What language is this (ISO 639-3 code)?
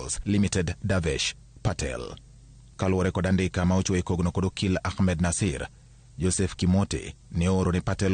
luo